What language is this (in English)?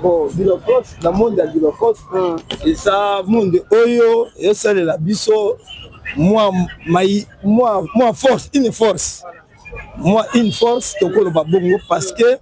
Lingala